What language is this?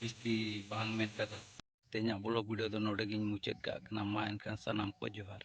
Santali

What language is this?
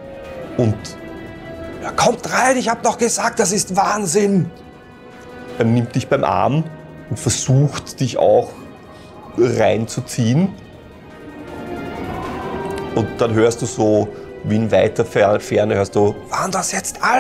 German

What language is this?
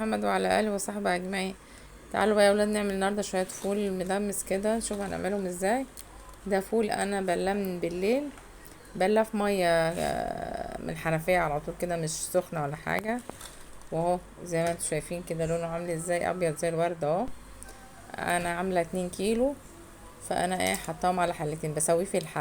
Egyptian Arabic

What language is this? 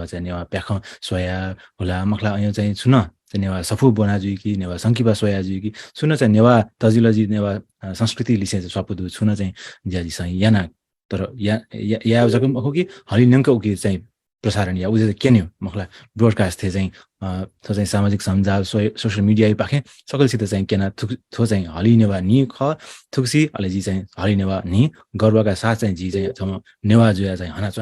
Newari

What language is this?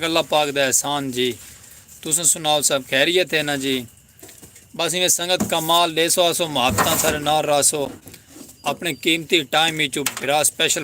Saraiki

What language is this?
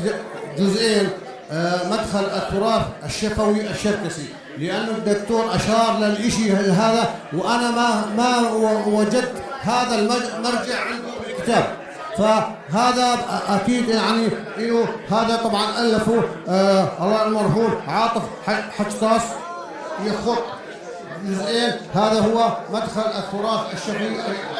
North Levantine Arabic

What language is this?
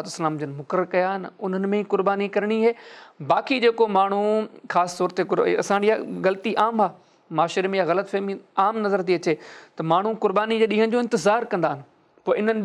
Sindhi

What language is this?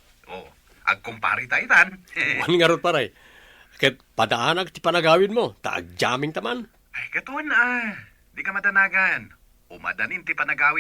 Iloko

